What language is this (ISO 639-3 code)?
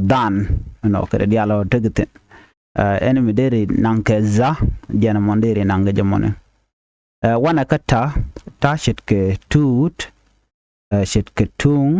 nus